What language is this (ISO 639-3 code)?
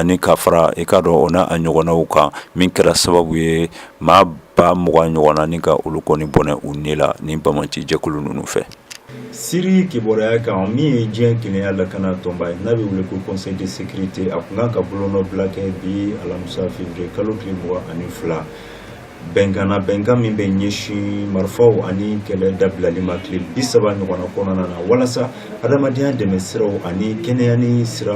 bam